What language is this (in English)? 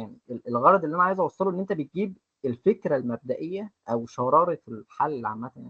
Egyptian Arabic